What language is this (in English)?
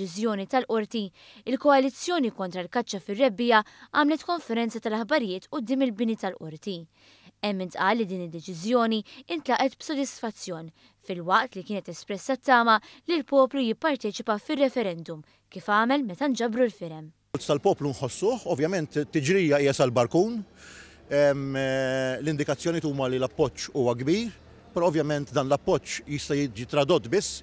Maltese